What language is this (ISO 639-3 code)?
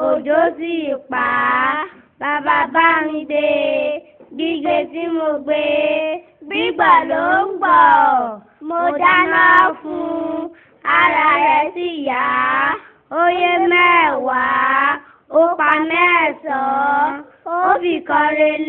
yor